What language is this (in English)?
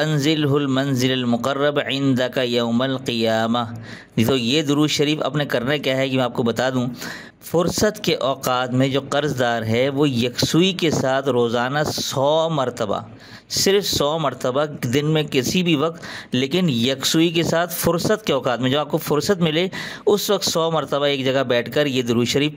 Urdu